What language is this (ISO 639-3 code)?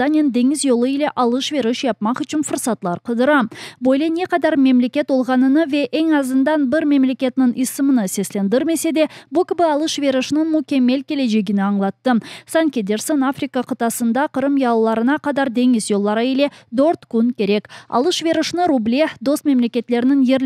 crh